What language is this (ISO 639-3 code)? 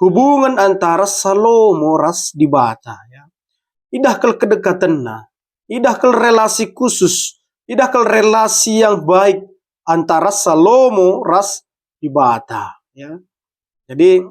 btx